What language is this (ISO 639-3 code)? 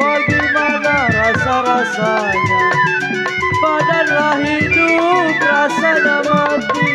bew